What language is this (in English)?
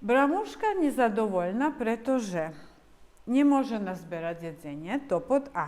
Rusyn